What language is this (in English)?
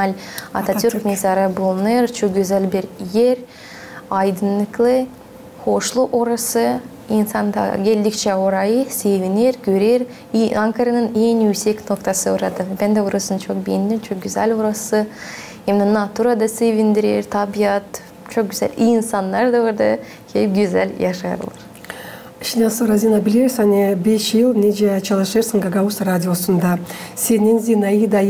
Gagauz